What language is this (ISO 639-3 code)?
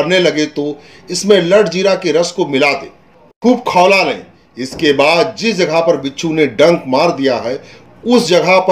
hin